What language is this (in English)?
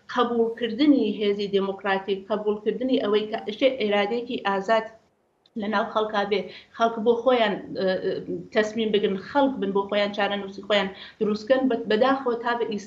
Central Kurdish